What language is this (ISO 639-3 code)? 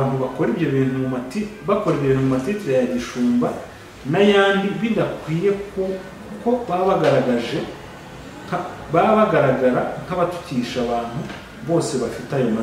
kin